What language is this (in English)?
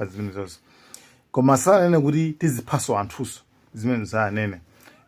Nyanja